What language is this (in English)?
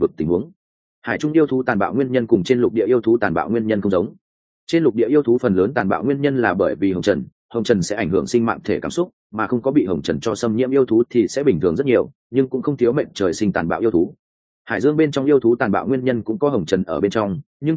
Vietnamese